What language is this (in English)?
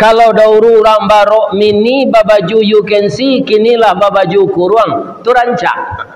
Minangkabau